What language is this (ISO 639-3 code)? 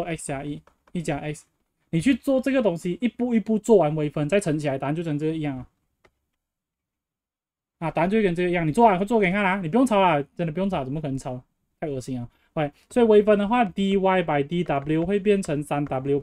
zho